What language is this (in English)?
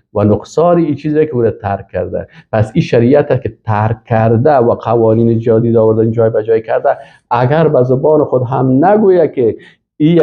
Persian